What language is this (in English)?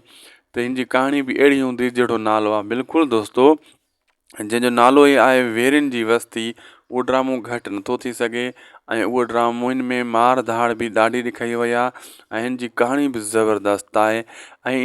Sindhi